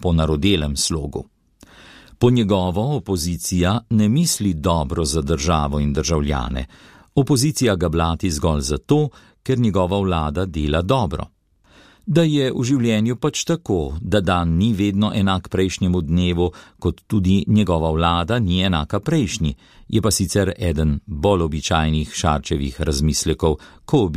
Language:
Slovenian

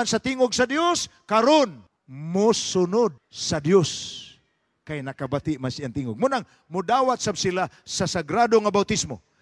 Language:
Cebuano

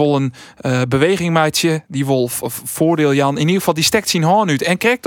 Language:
Western Frisian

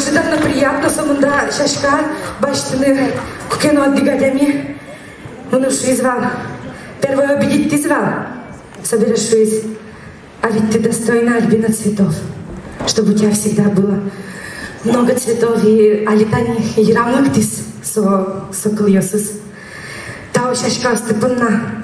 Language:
Udmurt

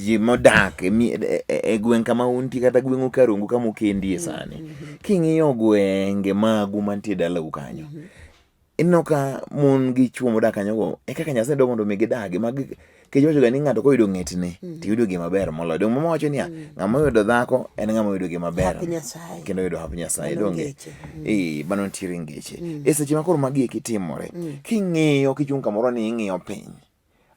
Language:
Luo (Kenya and Tanzania)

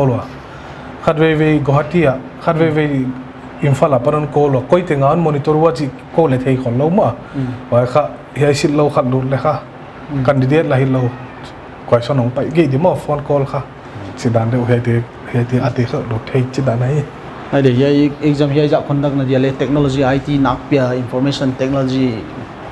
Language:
Paite Chin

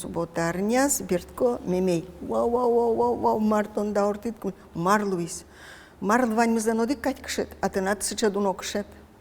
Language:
Udmurt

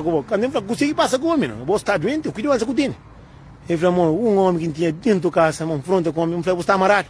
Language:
Kabuverdianu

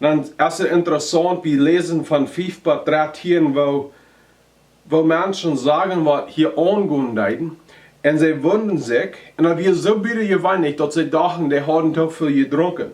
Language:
Plautdietsch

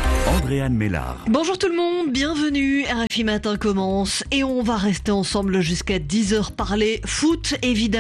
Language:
French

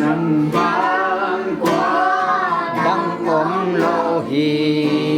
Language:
Tedim Chin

